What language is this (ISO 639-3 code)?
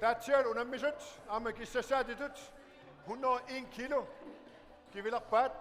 kal